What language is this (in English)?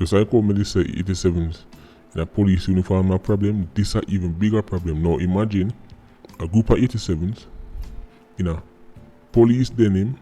Jamaican Creole English